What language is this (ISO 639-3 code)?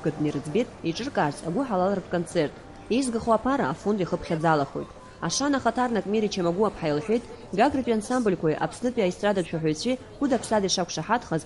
abk